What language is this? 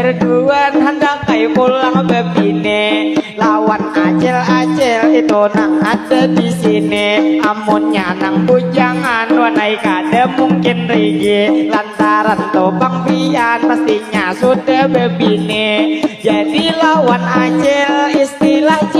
Banjar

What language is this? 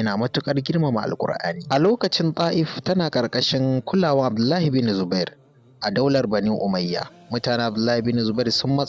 Hausa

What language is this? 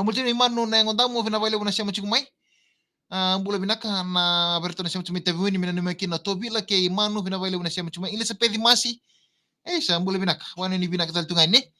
Fijian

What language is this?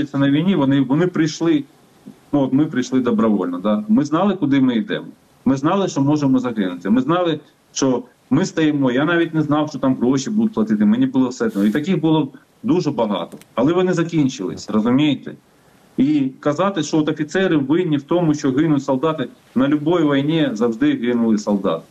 Ukrainian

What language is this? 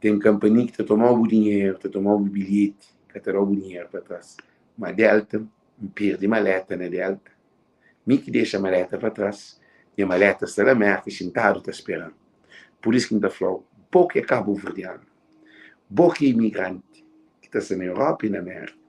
Kabuverdianu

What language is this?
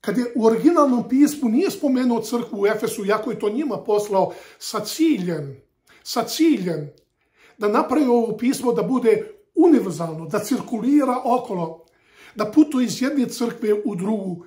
Serbian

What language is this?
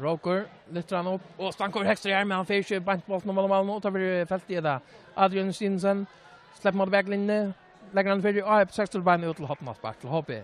Faroese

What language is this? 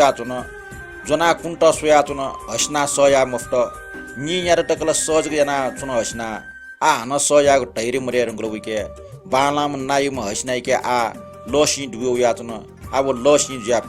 Newari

